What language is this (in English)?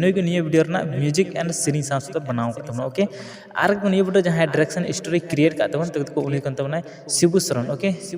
Santali